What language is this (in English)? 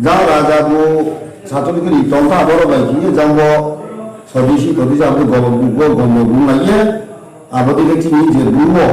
Riang (India)